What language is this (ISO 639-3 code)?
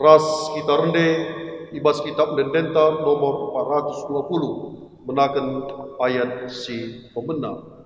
btx